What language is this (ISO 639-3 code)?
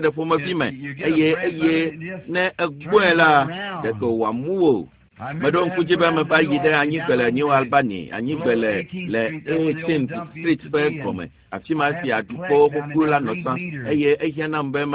ewe